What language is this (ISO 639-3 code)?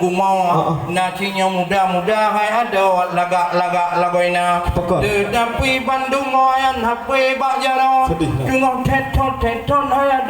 ace